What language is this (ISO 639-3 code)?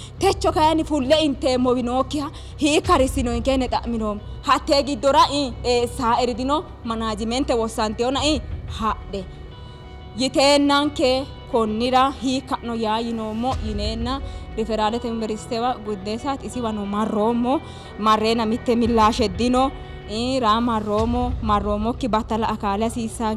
sid